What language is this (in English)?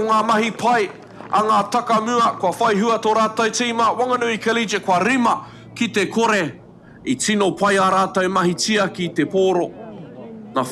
Māori